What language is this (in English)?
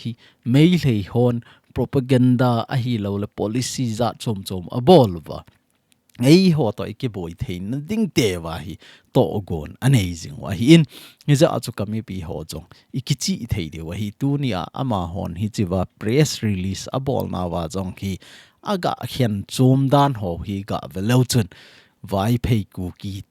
Thado Chin